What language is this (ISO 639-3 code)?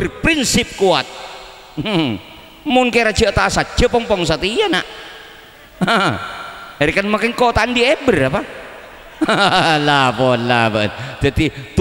mad